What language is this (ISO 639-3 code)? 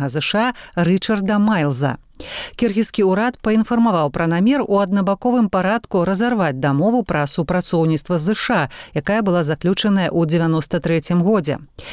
bel